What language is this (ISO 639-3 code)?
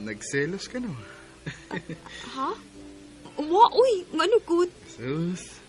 ceb